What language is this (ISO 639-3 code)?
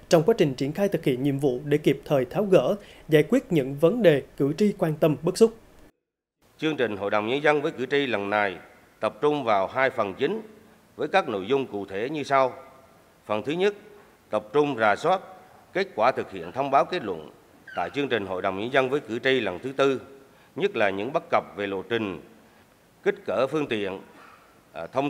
vie